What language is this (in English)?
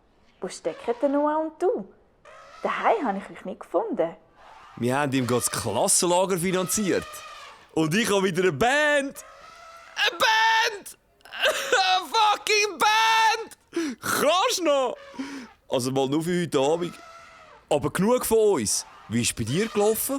Swiss German